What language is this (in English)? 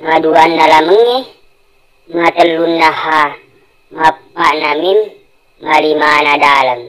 Buginese